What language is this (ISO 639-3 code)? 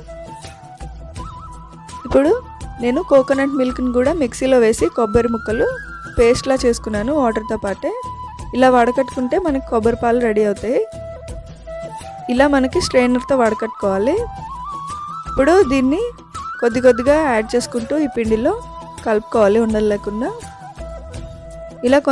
tel